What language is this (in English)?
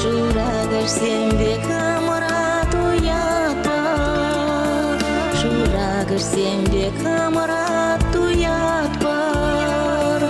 Chuvash